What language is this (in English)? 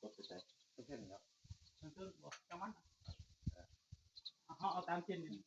Northeastern Thai